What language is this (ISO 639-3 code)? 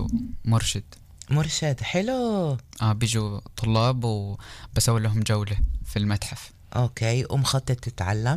apc